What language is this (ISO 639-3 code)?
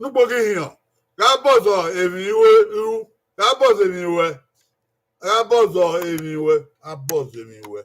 bin